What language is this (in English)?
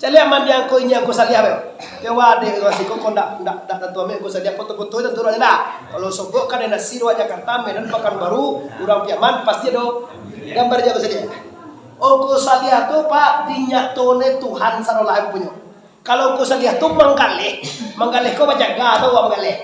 Minangkabau